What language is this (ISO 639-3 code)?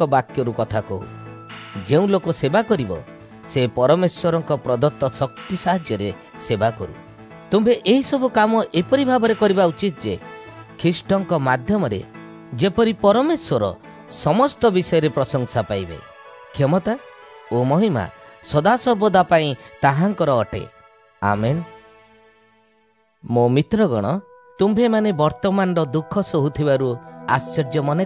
ori